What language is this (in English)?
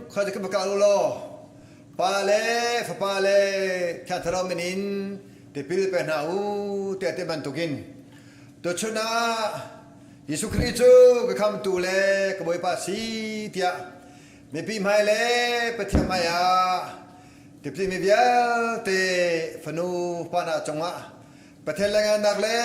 Hakha Chin